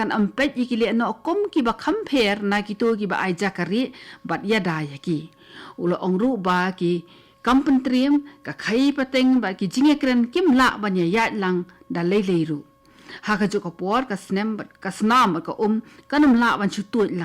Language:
Khasi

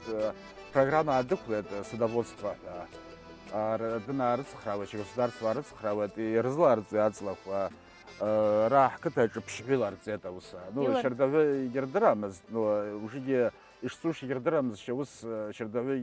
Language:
Abkhazian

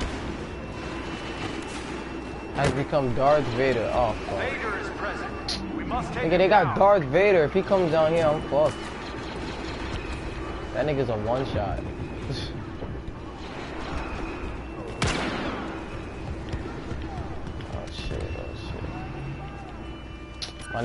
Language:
English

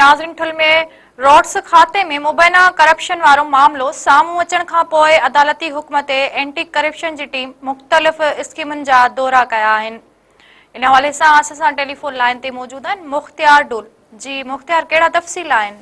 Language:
Sindhi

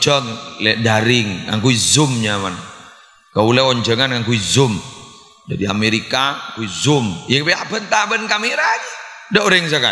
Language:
Madurese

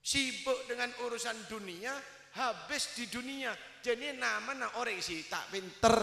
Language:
Madurese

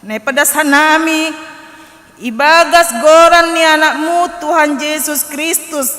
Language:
Batak Simalungun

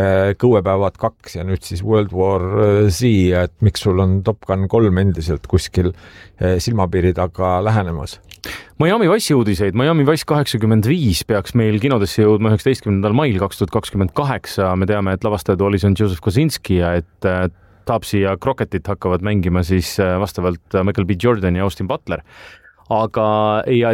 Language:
Estonian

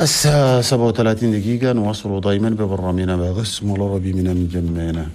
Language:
Chadian Arabic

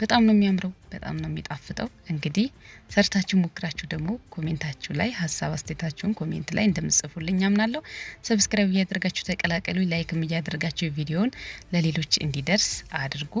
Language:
Amharic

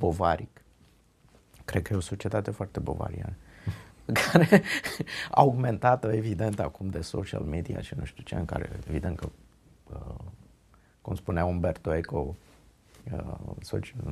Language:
Romanian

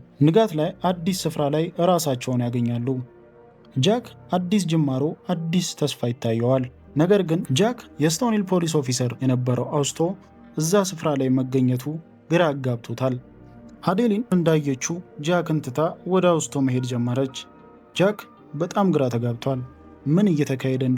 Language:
Amharic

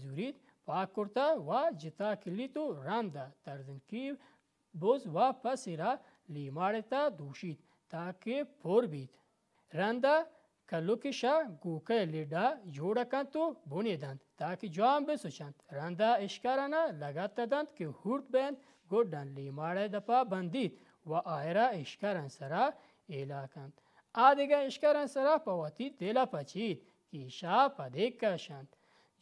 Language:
Baluchi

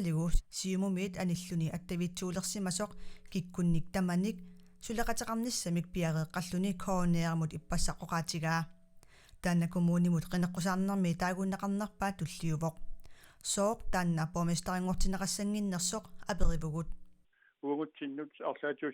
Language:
Kalaallisut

